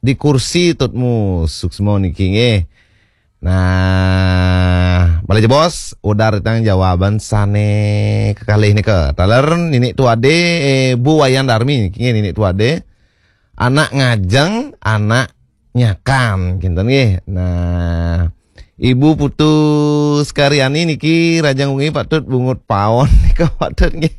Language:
Balinese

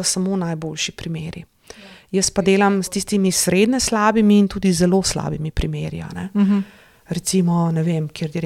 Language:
Slovenian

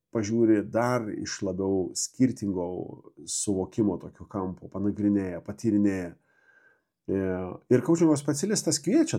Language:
Lithuanian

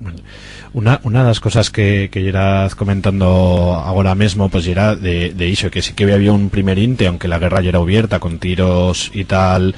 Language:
Aragonese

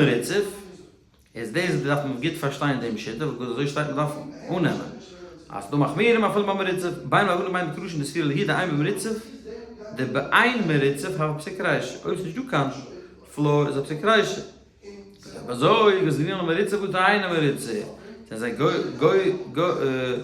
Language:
Yiddish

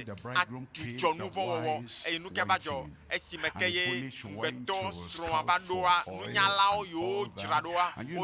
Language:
Ewe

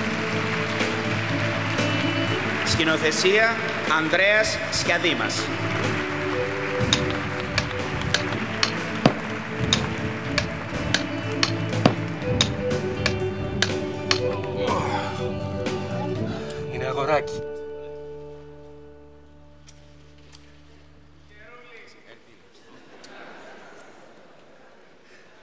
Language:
Greek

